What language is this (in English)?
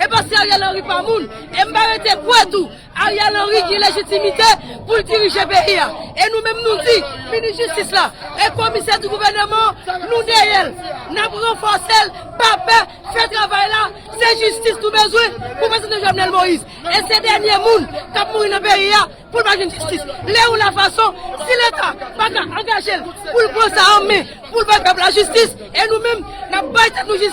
Haitian Creole